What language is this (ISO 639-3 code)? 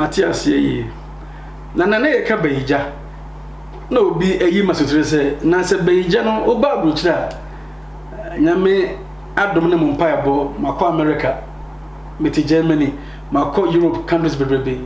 aka